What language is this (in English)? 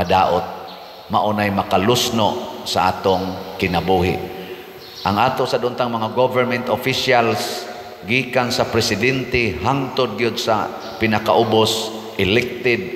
Cebuano